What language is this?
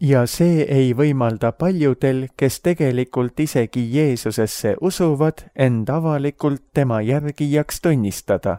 Estonian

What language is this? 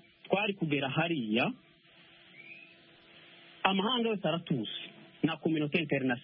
Kinyarwanda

